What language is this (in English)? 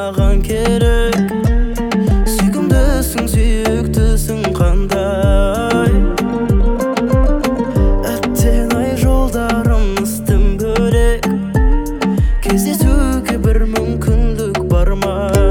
Kazakh